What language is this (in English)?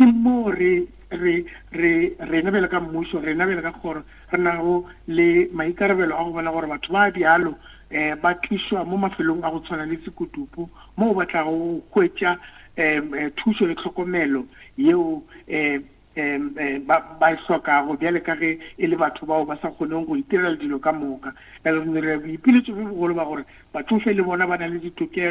Northern Sotho